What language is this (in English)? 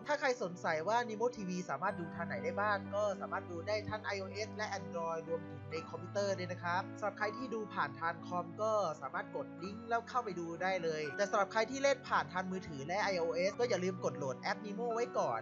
Thai